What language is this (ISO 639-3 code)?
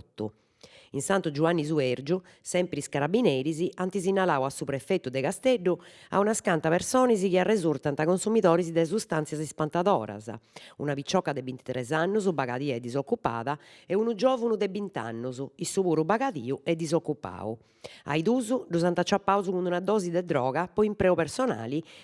srd